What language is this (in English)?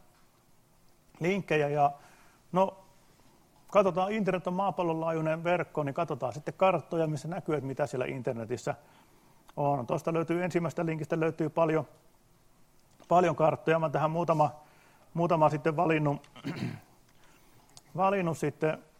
Finnish